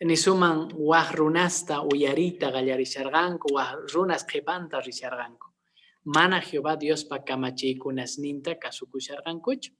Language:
Quechua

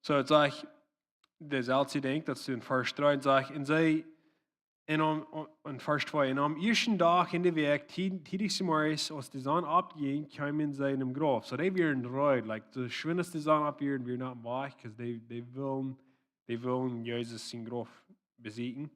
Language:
Plautdietsch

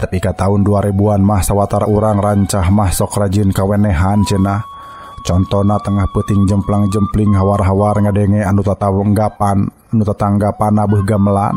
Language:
Sundanese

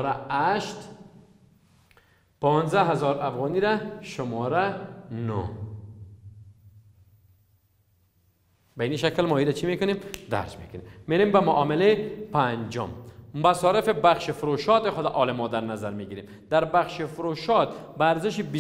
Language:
Persian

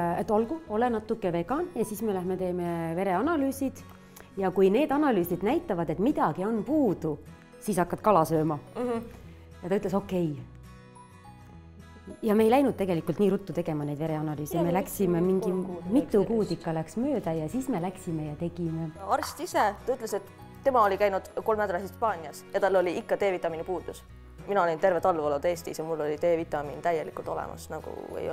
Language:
Estonian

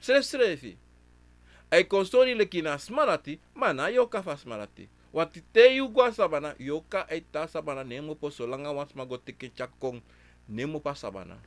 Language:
Sranan Tongo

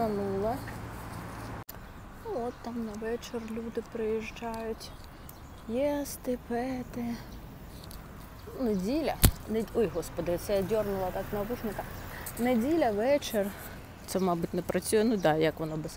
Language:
Ukrainian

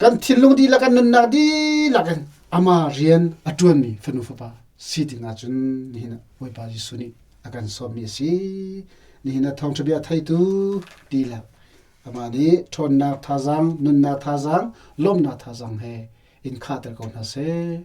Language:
Hakha Chin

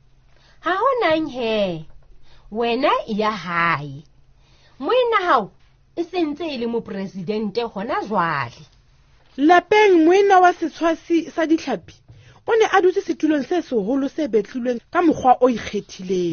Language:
Southern Sotho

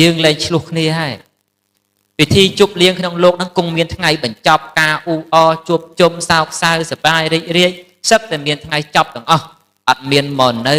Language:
Khmer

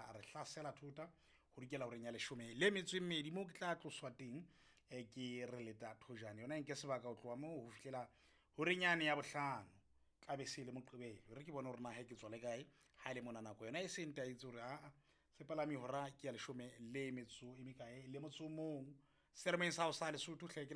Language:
Southern Sotho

